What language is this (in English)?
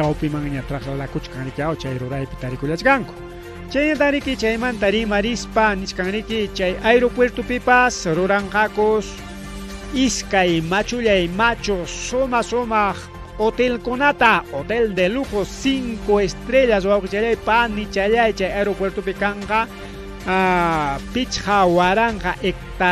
Ayacucho Quechua